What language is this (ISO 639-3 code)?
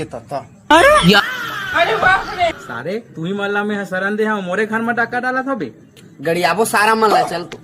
hne